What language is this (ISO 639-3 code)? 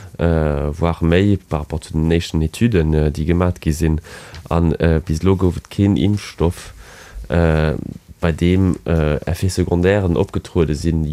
ltz